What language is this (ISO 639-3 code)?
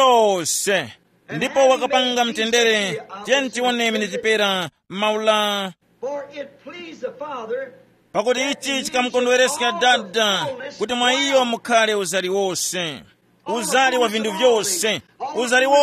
tum